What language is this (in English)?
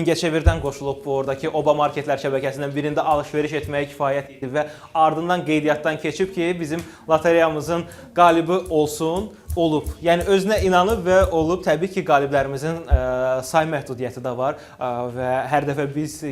Azerbaijani